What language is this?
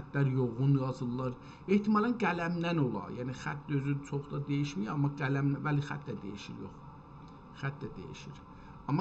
South Azerbaijani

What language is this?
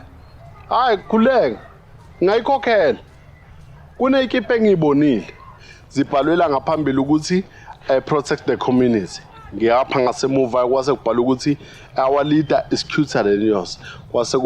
Zulu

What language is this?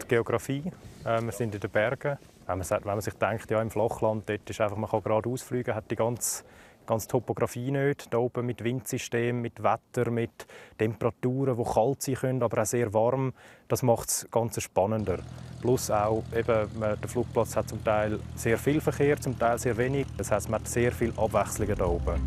Romansh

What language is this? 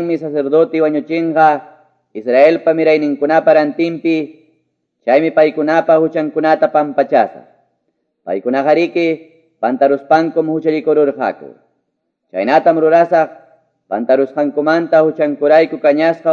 Quechua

